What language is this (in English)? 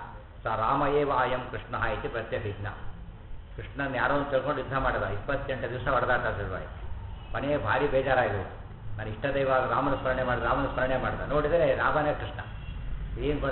Kannada